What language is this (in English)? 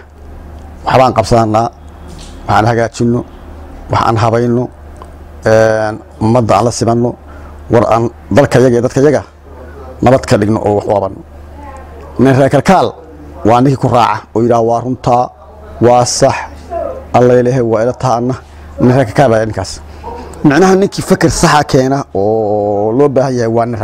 Somali